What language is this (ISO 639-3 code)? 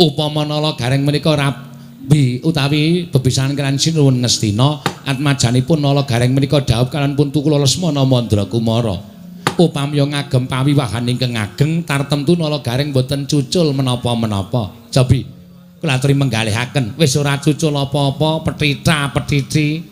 jav